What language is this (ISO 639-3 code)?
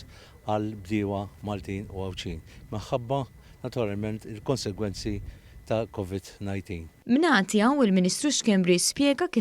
mlt